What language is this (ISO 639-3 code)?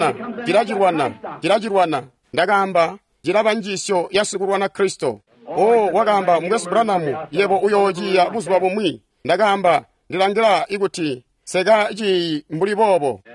toi